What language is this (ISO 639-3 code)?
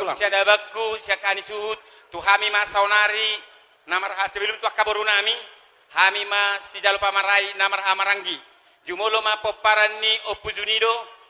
bbc